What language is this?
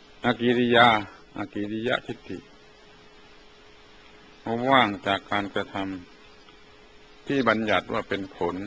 Thai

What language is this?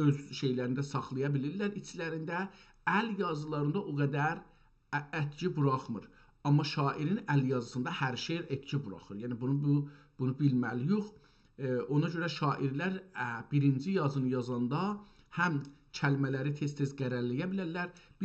South Azerbaijani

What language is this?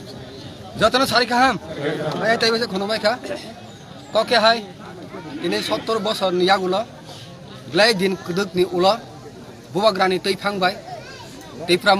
Kok Borok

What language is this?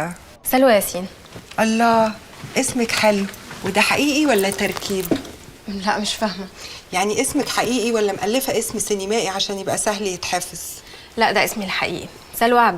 Egyptian Arabic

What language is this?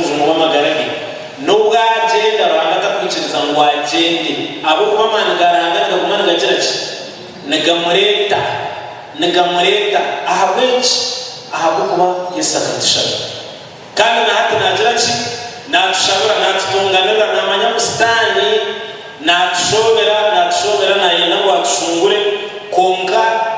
Nyankole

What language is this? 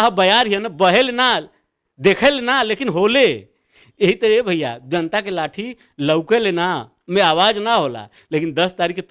Bhojpuri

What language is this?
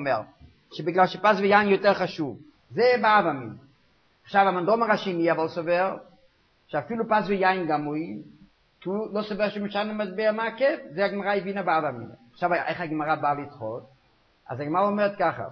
Hebrew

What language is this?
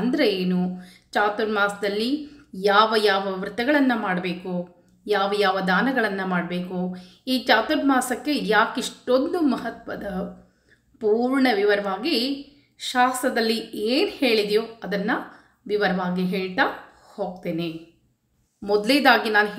Kannada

